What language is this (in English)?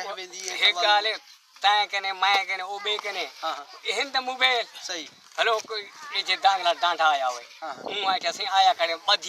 Saraiki